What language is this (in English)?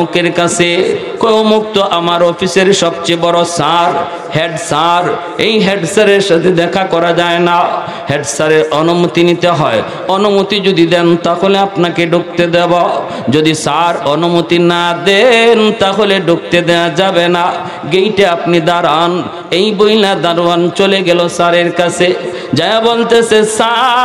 Bangla